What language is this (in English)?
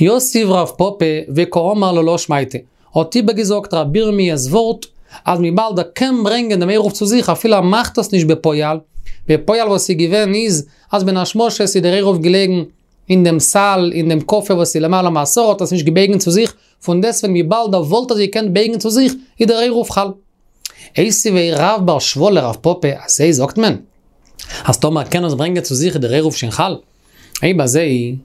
Yiddish